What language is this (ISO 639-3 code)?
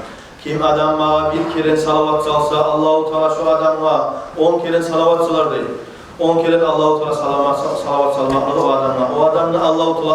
kum